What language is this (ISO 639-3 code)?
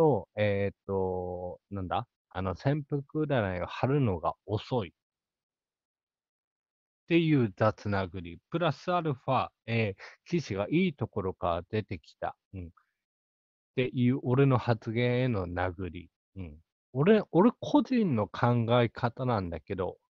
jpn